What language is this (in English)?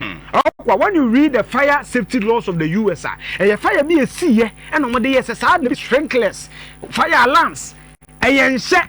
Akan